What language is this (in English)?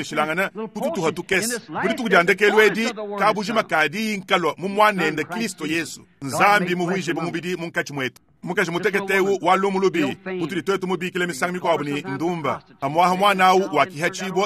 Luba-Lulua